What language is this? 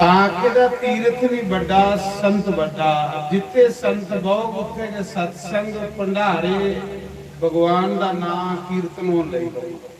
Dogri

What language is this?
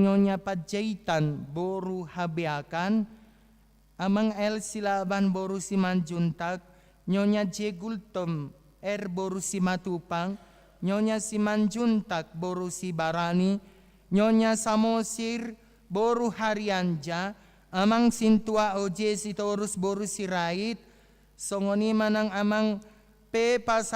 Batak Toba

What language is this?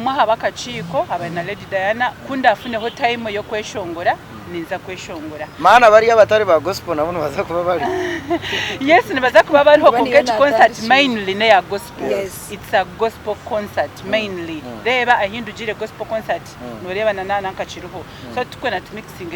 Nyankole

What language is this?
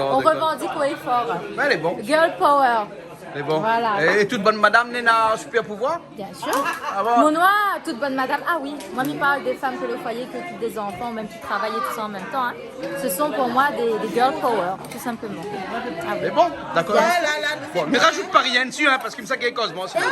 Réunion Creole French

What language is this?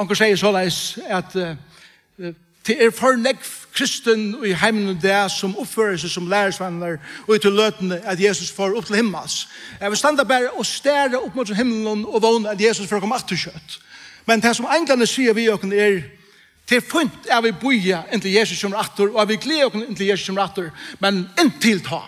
Faroese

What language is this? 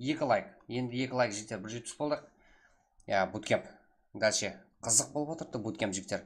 Kara-Kalpak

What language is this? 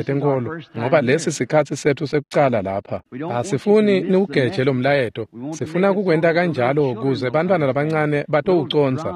Swati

